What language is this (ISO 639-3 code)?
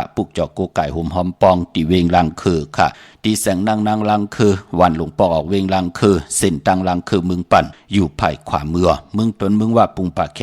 shn